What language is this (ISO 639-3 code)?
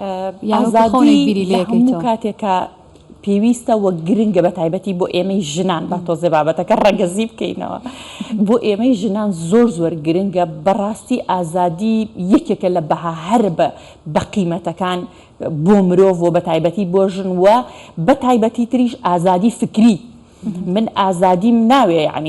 ckb